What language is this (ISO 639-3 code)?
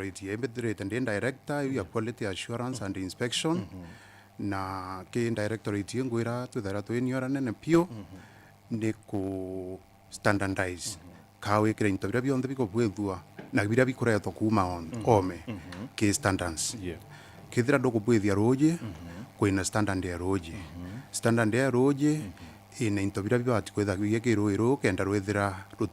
mer